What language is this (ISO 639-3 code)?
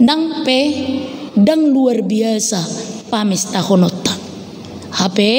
bbc